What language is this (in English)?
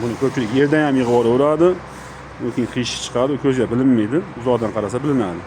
Uzbek